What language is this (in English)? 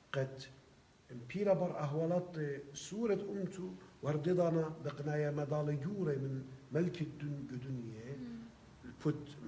Assyrian Neo-Aramaic